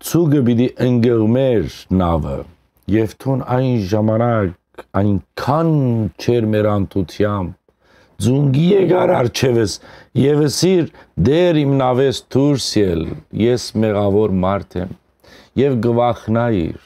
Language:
Western Armenian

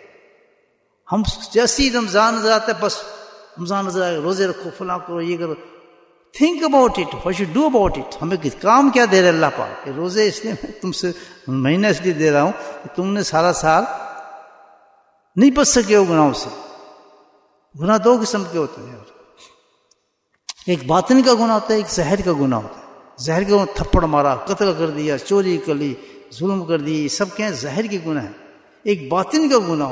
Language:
Urdu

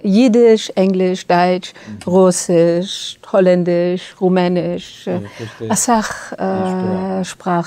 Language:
Yiddish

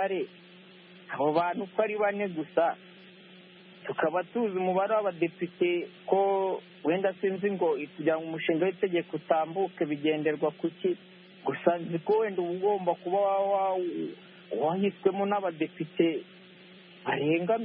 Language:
Kinyarwanda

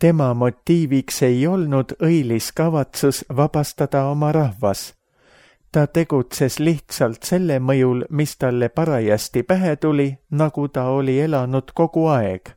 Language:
Estonian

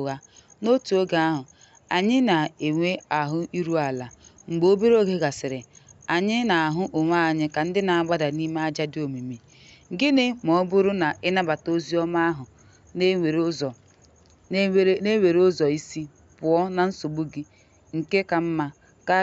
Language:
Igbo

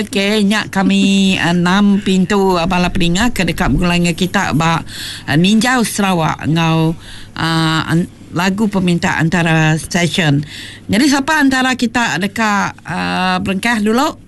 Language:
Iban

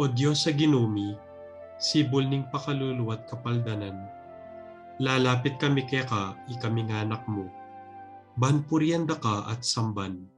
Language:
Pampanga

